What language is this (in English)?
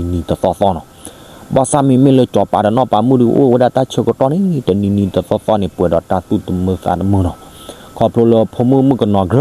S'gaw Karen